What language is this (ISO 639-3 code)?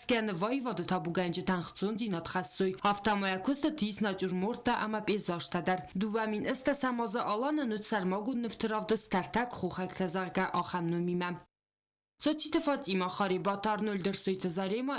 oss